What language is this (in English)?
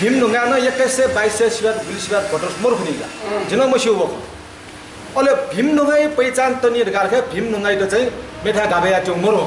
Newari